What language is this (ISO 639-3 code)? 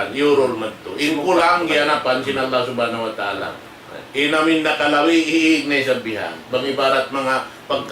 tsg